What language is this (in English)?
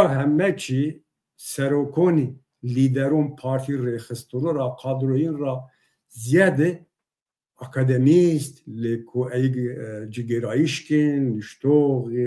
Zaza